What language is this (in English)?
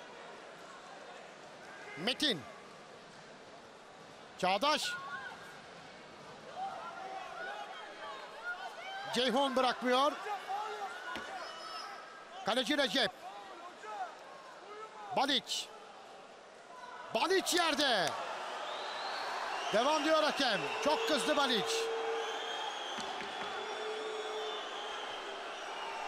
Turkish